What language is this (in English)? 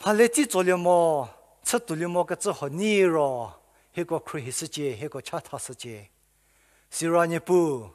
Angami Naga